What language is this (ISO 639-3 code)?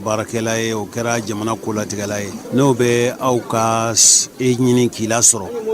bam